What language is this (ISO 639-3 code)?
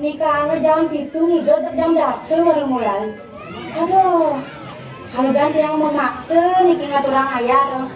ban